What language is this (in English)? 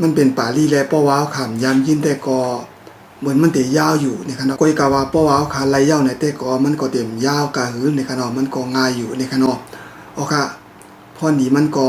Shan